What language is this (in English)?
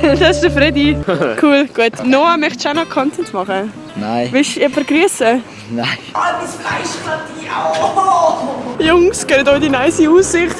Swiss German